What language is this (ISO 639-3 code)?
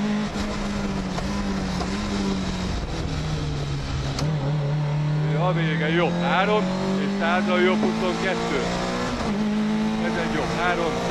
hun